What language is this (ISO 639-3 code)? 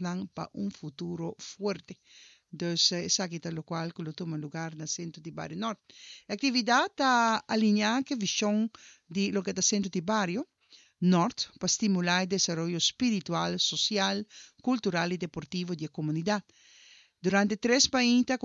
pap